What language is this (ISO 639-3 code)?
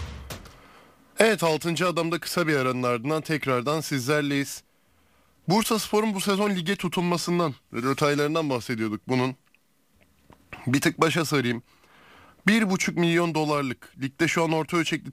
tur